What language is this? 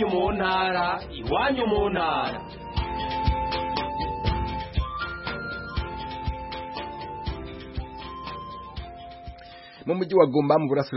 Kinyarwanda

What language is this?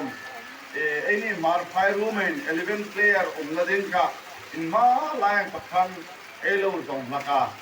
Hmar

